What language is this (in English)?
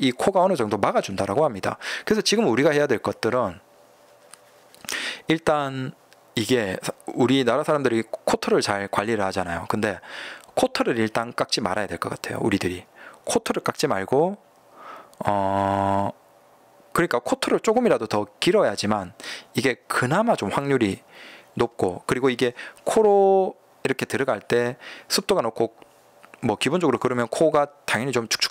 Korean